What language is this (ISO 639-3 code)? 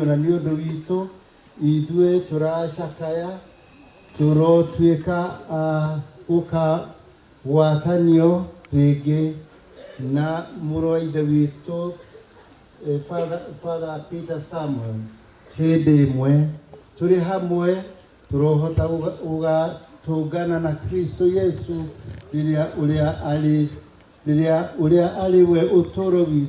kik